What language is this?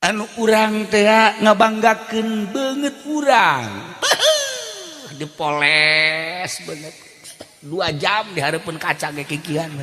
Sundanese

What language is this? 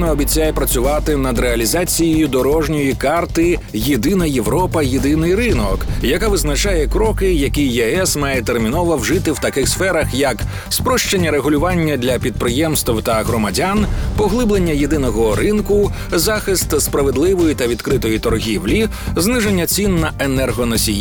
Ukrainian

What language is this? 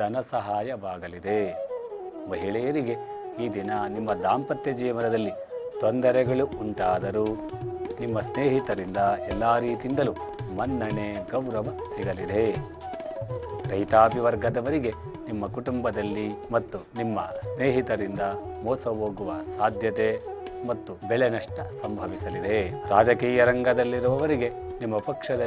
Kannada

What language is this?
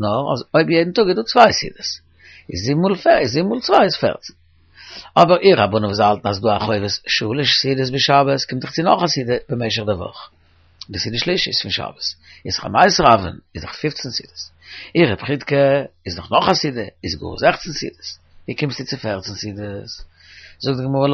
Yiddish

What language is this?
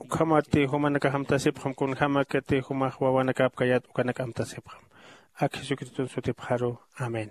Aymara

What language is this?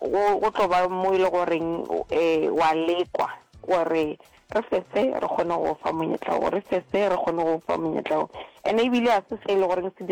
Northern Sotho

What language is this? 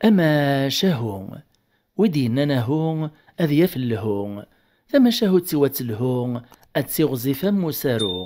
Kabyle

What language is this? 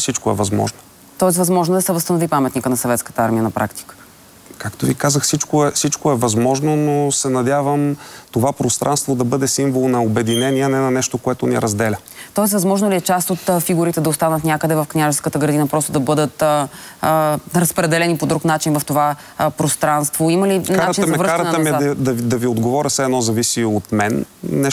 Bulgarian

